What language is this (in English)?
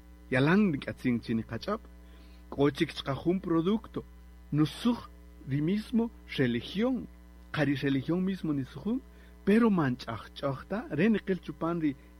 Kaqchikel